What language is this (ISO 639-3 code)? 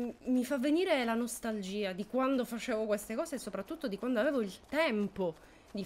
ita